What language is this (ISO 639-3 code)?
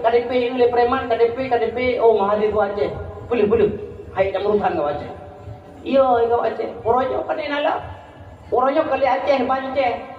ace